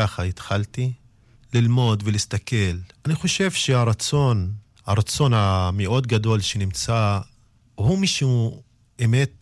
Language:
Hebrew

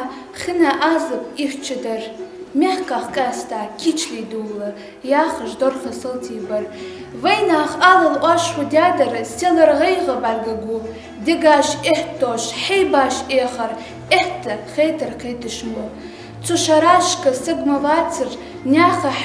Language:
Ingush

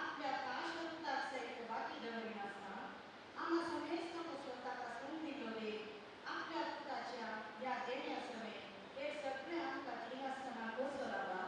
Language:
Konkani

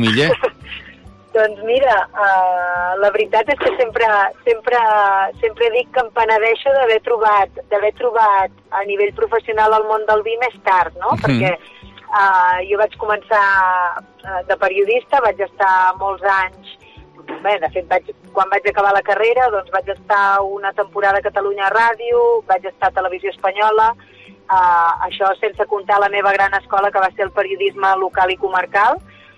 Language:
Catalan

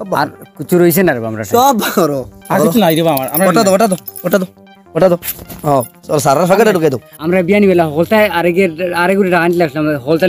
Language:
Sylheti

